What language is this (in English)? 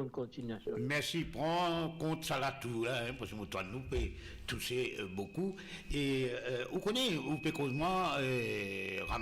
Morisyen